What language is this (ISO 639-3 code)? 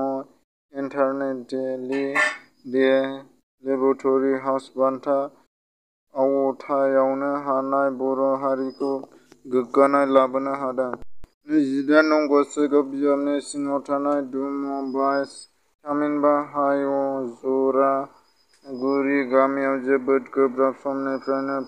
brx